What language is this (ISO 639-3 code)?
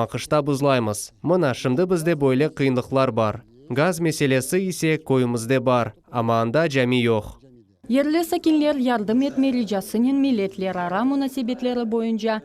crh